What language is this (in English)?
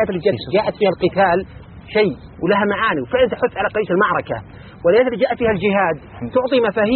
Arabic